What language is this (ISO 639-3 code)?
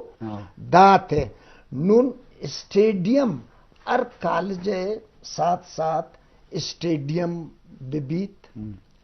bgp